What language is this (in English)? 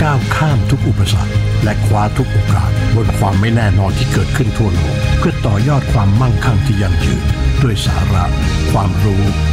Thai